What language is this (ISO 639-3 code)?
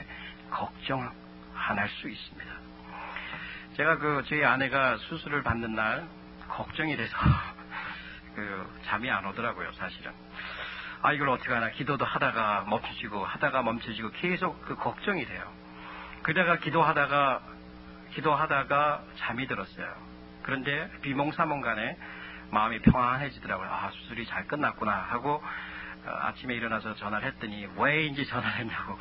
kor